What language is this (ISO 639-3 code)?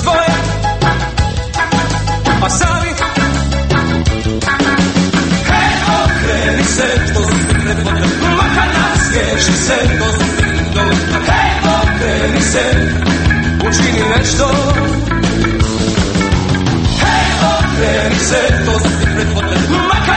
hrv